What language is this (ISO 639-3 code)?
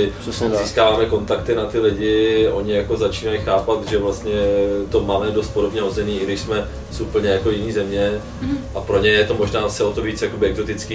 ces